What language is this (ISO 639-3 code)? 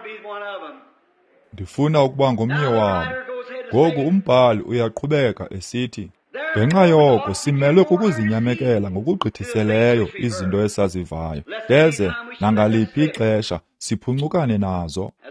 xho